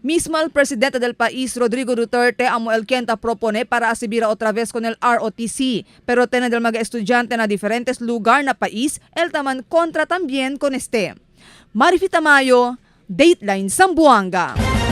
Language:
Chavacano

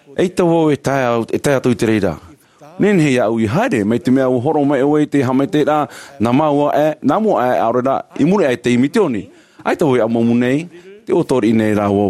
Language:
Tahitian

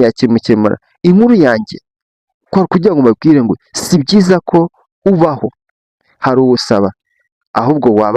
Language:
Kinyarwanda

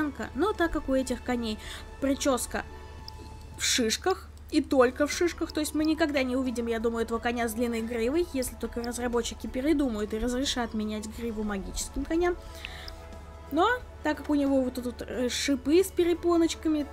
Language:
Russian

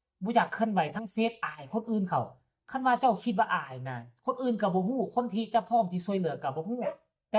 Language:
Lao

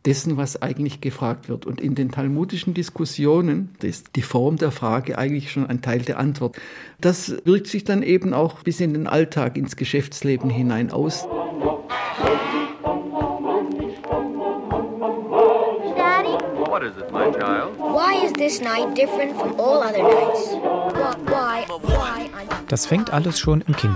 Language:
German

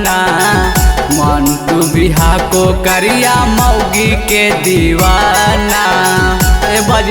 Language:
Magahi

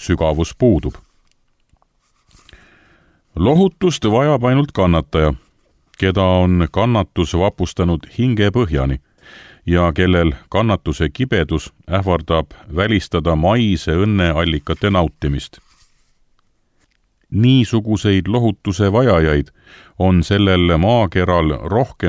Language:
Estonian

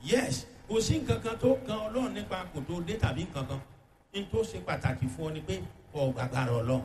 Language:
Yoruba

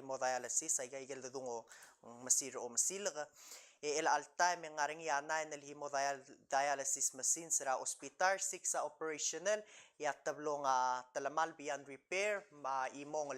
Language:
Palauan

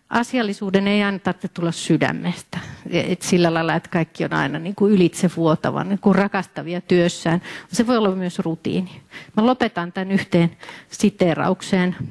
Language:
Finnish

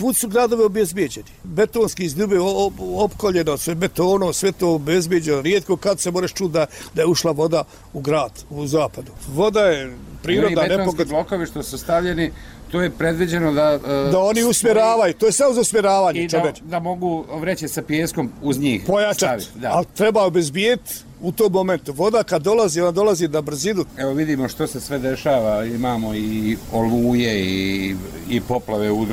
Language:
Bosnian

